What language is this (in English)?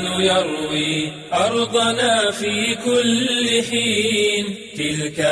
Somali